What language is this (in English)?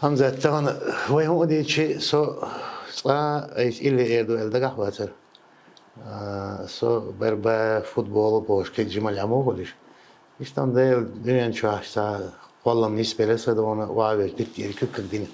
Chechen